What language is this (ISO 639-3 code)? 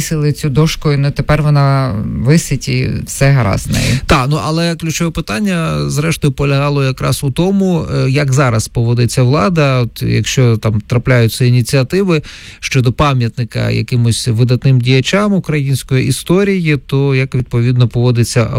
ukr